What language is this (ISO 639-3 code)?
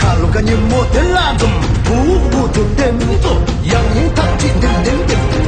bod